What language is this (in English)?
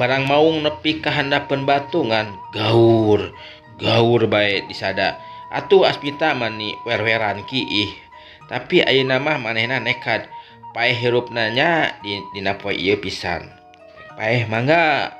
Sundanese